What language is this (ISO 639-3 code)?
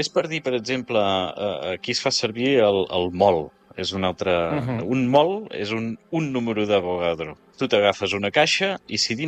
cat